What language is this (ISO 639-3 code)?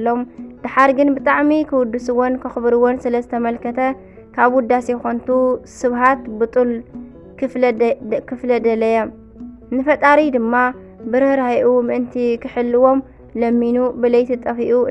tir